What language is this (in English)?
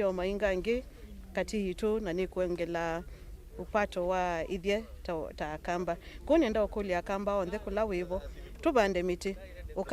Kamba